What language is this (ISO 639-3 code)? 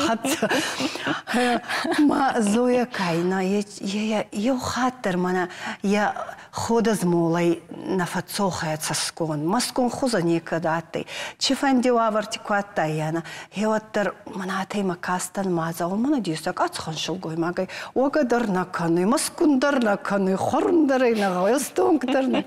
oss